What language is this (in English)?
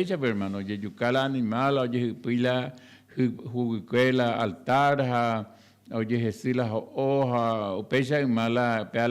Guarani